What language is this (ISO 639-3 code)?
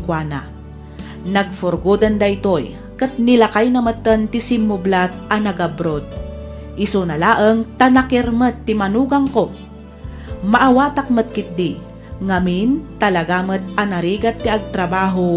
ilo